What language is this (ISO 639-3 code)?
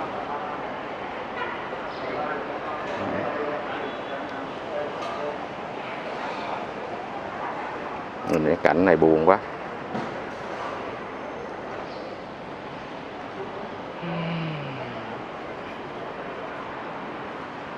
vie